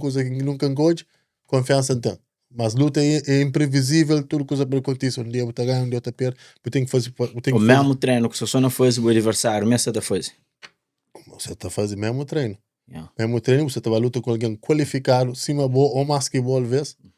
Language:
Kabuverdianu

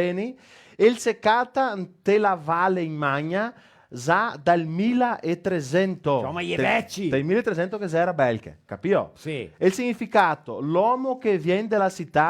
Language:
Venetian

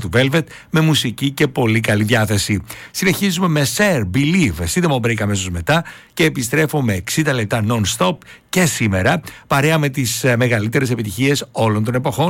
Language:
Greek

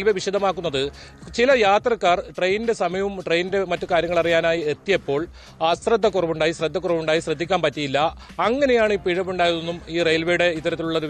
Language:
Malayalam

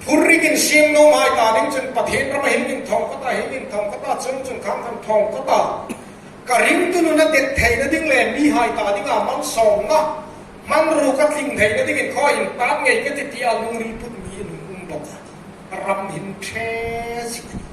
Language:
Hmar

